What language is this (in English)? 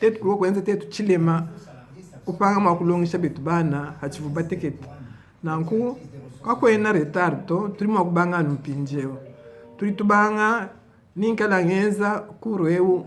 Luba-Lulua